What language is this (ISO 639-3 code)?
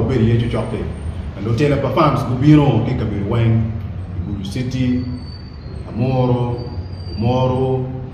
ach